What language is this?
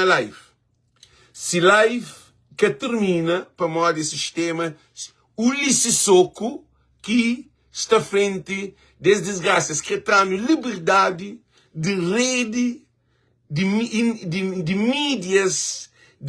Kabuverdianu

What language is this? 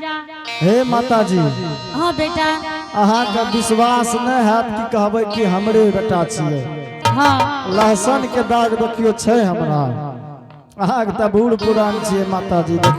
Angika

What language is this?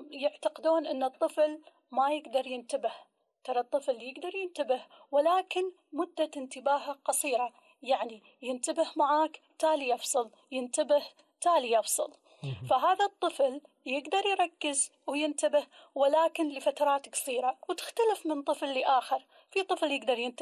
Gulf Arabic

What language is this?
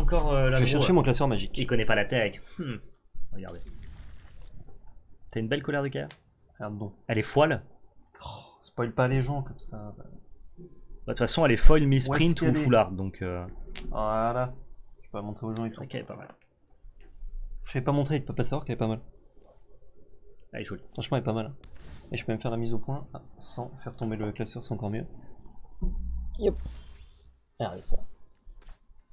French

